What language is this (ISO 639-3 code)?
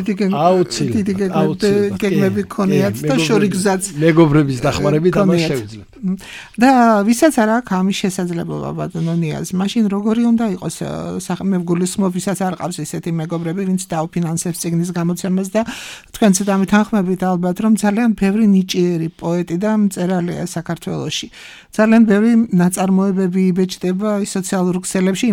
kat